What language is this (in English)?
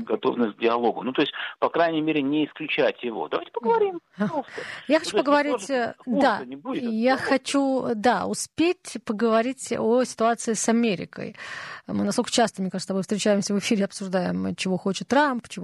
Russian